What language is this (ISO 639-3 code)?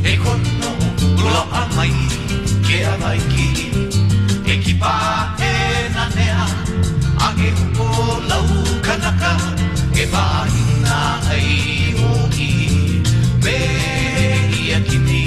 haw